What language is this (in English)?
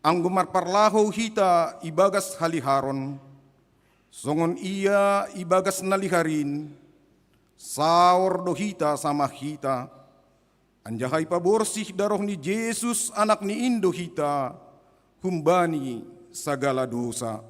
Batak Simalungun